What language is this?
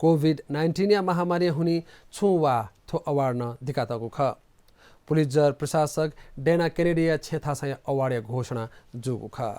Newari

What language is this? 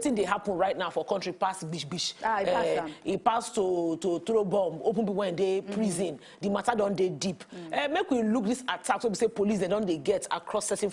Nigerian Pidgin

